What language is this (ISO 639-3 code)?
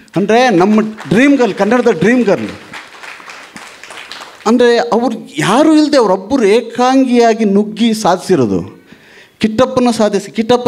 kan